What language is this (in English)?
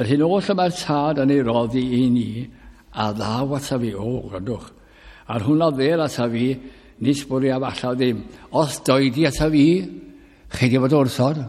Welsh